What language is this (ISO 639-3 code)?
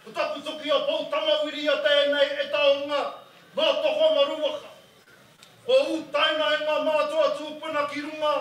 mri